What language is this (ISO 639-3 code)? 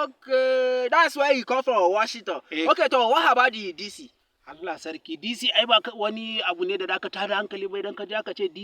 hau